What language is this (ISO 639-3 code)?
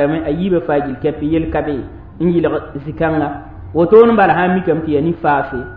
mos